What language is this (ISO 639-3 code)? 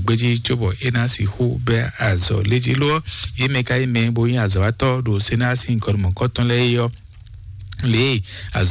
fon